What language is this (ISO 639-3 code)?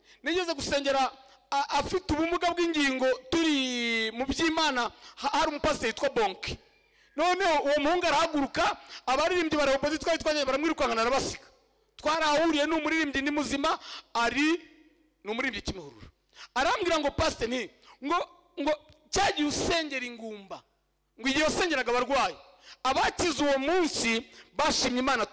kin